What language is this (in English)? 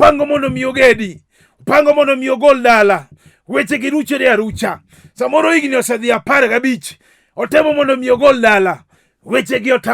Luo (Kenya and Tanzania)